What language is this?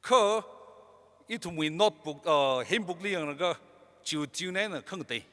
Tangkhul Naga (India)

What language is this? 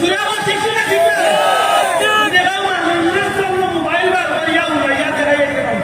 Sylheti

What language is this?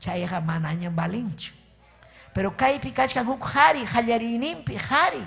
Ayacucho Quechua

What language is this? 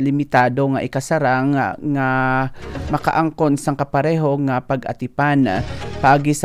Hiligaynon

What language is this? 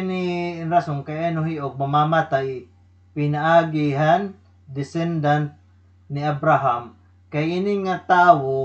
Waray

